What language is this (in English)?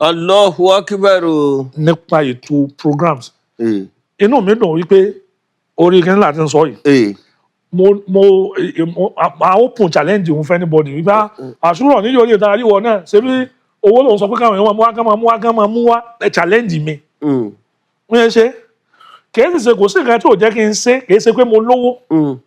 Yoruba